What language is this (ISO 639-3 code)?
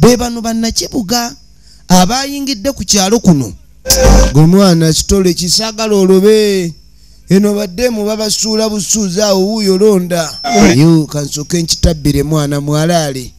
lug